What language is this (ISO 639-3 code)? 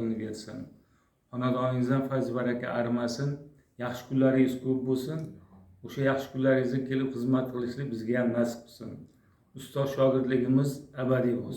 uzb